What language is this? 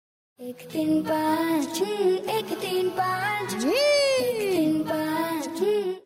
Hindi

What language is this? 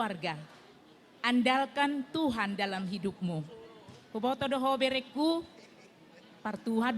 Batak Toba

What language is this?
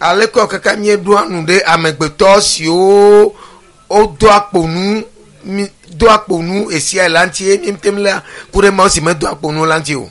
Ewe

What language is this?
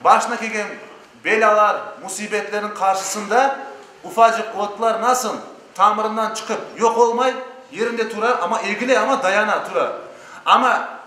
Crimean Tatar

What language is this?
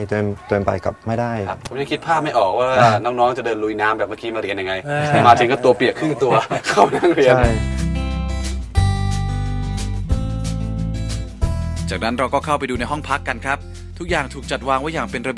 Thai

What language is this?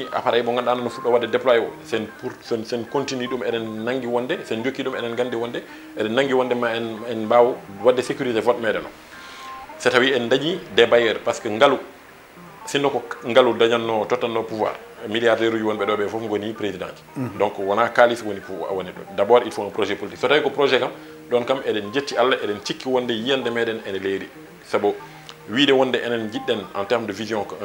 Fula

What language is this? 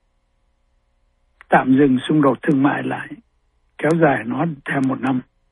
Vietnamese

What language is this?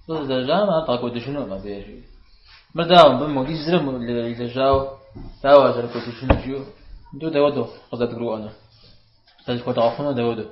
Kabardian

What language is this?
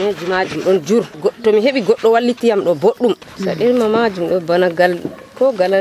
Nigerian Fulfulde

